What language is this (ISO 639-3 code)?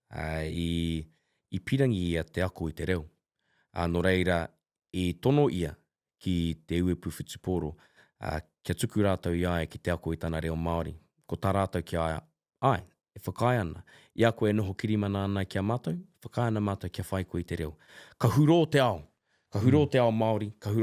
mri